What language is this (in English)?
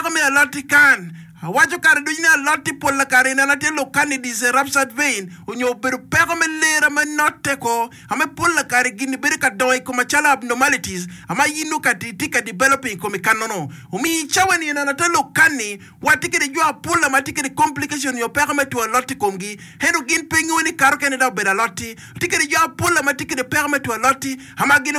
Acoli